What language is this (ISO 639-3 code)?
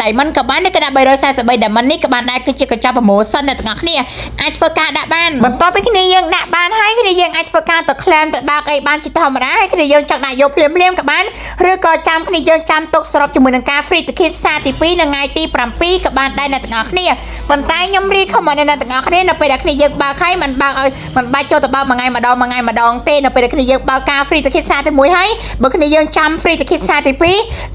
khm